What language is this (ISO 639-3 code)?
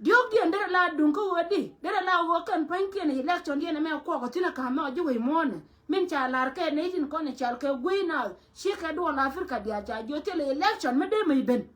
nus